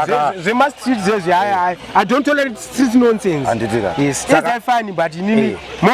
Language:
Shona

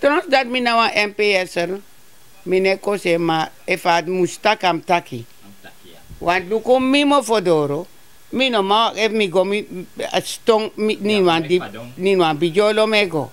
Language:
Sranan Tongo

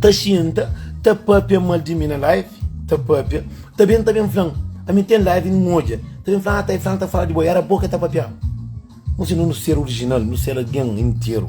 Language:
Kabuverdianu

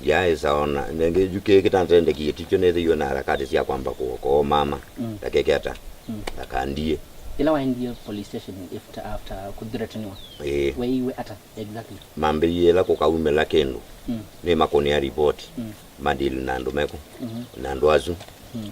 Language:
Kamba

